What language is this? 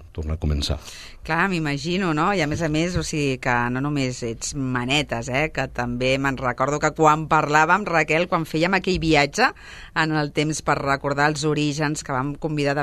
Catalan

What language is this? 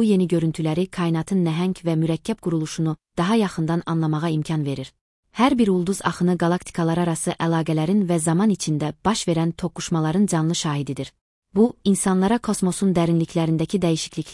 Azerbaijani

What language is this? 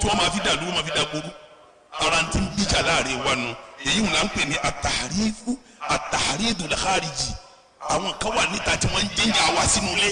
Yoruba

